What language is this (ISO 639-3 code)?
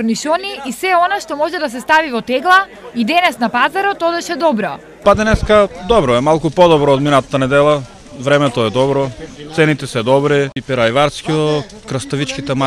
mkd